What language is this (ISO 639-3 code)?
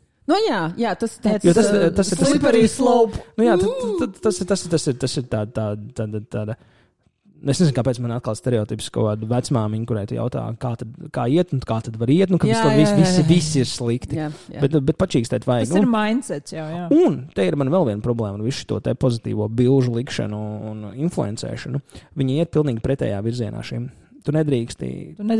lav